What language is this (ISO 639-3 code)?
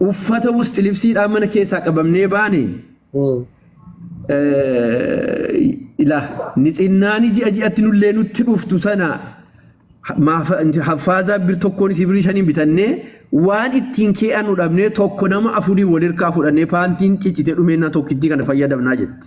orm